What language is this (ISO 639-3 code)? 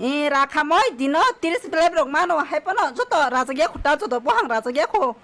trp